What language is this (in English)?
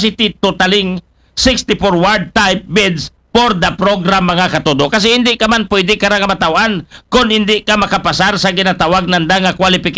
Aklanon